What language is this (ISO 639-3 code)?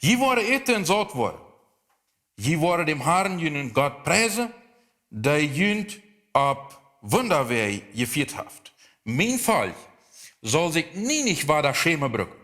pdt